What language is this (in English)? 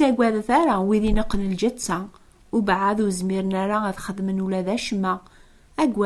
Kabyle